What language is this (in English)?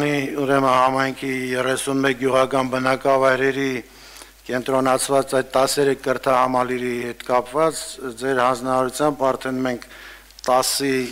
Armenian